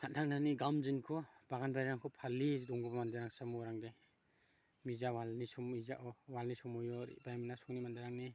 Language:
Garo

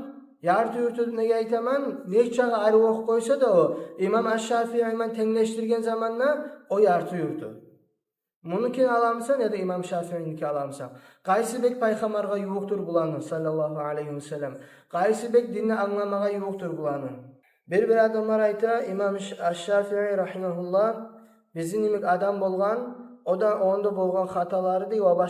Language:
Kumyk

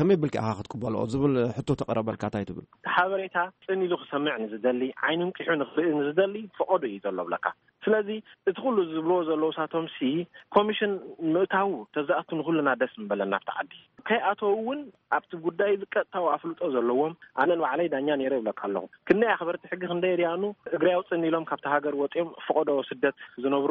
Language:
Tigrinya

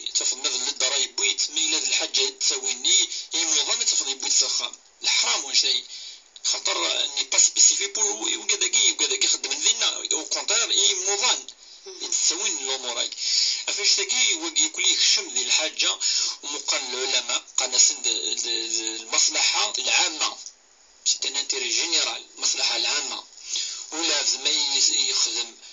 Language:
Kabyle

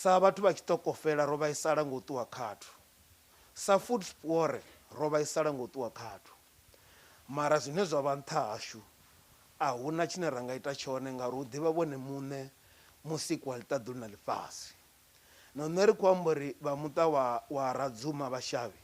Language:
Venda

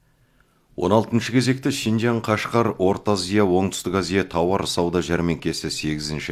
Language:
Kazakh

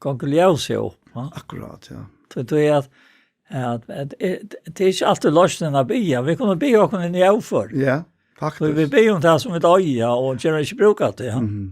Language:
Faroese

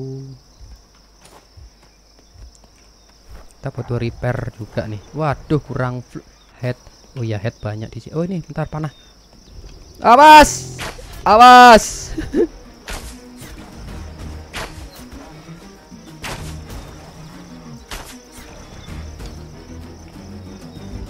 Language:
Indonesian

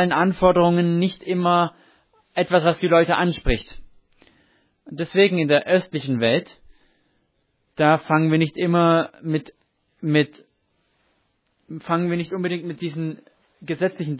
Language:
German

